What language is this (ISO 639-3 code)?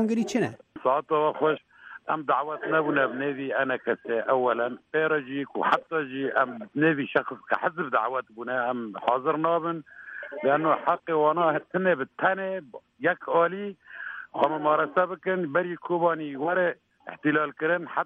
kur